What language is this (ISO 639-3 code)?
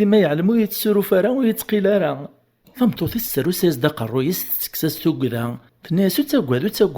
kab